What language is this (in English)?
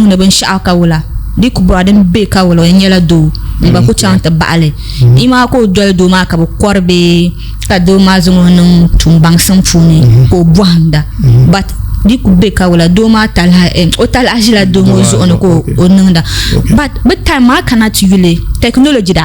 Dagbani